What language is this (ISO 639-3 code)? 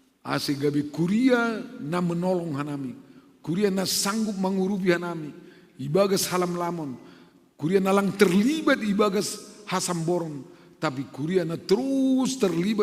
bts